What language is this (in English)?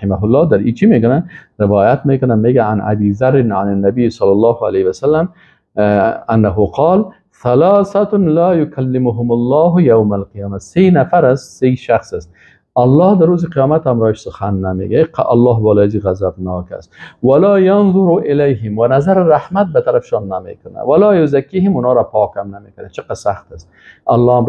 Persian